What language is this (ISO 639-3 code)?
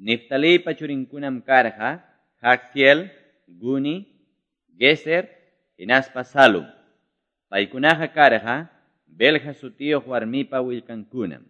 que